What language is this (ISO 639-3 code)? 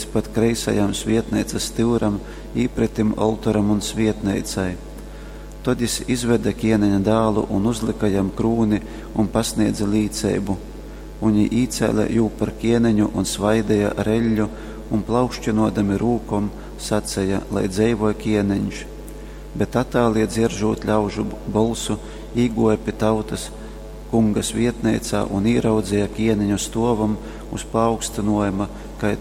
ltg